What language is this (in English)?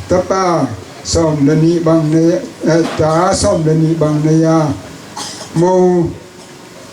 Tedim Chin